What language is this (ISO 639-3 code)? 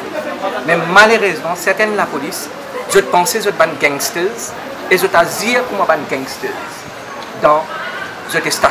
mfe